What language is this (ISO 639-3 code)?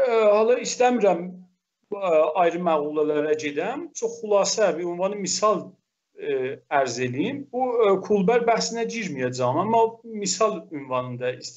azb